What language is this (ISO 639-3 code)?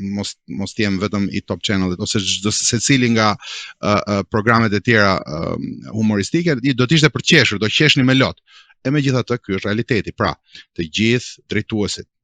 sqi